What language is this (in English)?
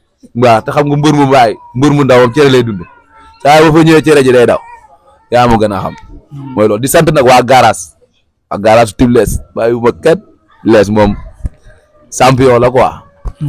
Wolof